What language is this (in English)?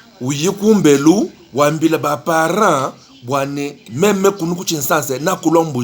Luba-Lulua